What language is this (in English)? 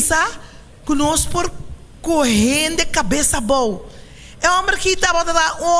Papiamento